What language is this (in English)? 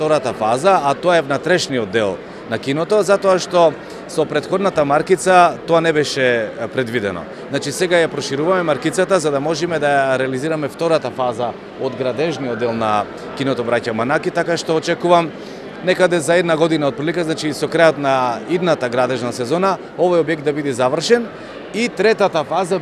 Macedonian